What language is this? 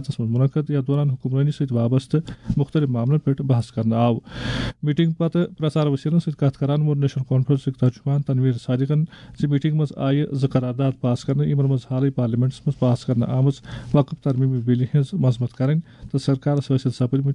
Kashmiri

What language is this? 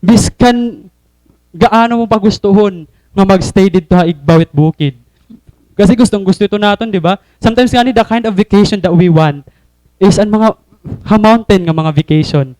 Waray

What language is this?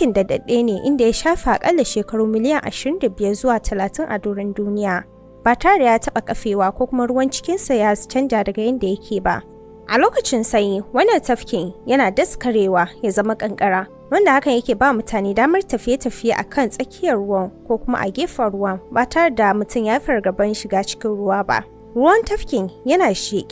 Hausa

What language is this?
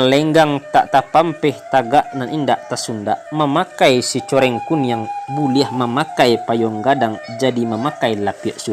Minangkabau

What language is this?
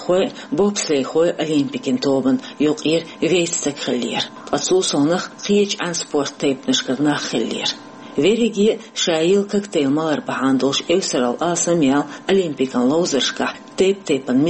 Chechen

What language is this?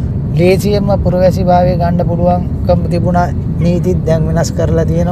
Sinhala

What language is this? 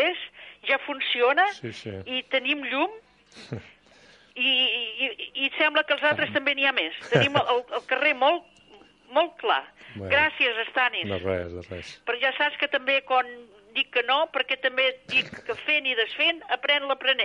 Catalan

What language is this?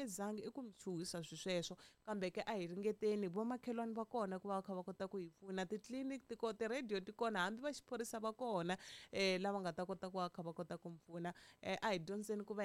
Tsonga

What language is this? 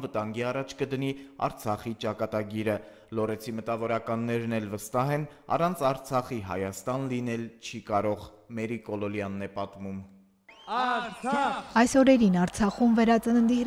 Armenian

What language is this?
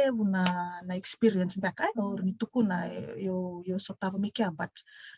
Fijian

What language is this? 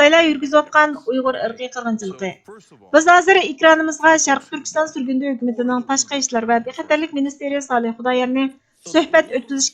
Uyghur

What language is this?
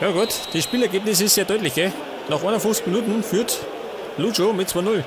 Bavarian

